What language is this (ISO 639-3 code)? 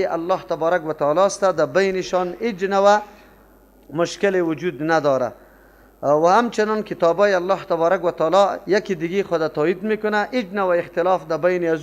fas